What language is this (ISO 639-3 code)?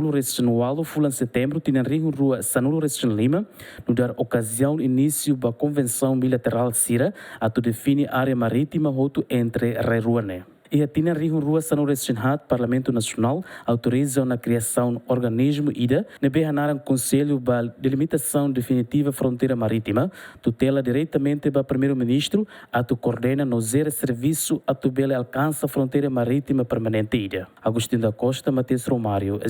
tet